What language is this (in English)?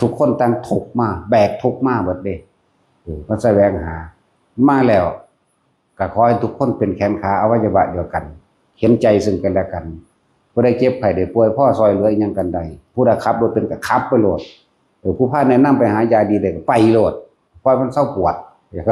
Northeastern Thai